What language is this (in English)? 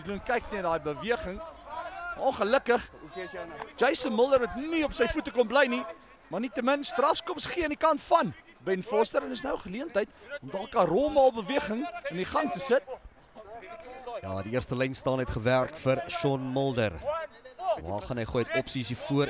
Afrikaans